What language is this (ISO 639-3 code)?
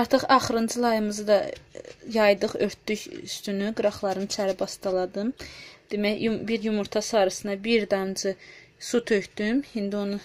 aze